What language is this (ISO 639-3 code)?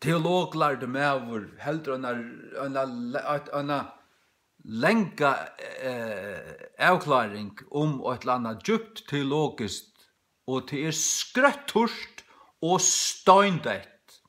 fao